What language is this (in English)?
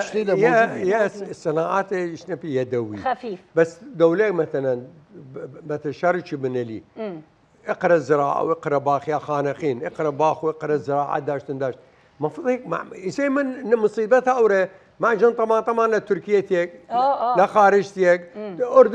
Southern Kurdish